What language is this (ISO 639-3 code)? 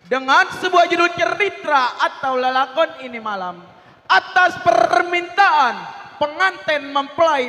bew